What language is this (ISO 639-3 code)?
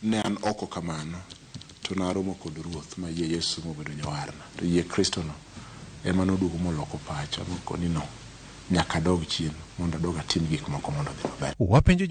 luo